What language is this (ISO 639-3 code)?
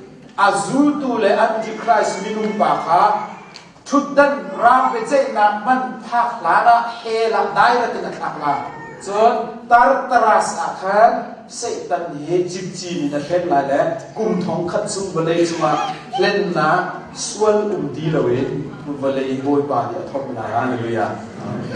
cnh